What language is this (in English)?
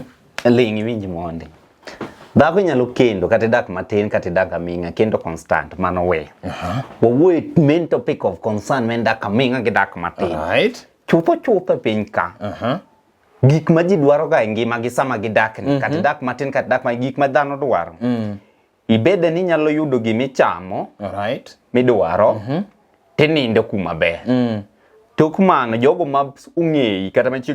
Luo (Kenya and Tanzania)